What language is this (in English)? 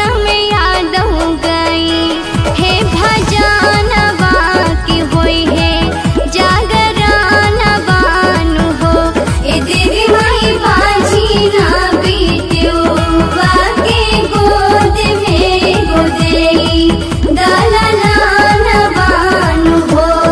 Bhojpuri